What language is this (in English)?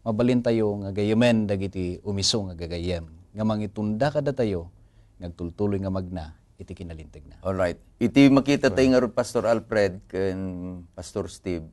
Iloko